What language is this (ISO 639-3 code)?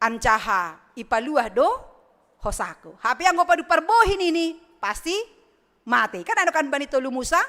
bts